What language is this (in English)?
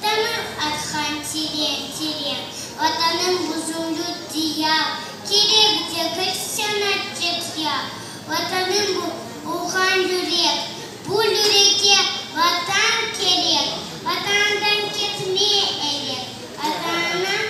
Crimean Tatar